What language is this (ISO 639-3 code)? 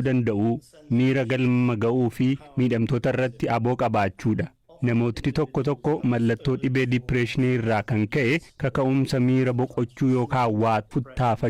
orm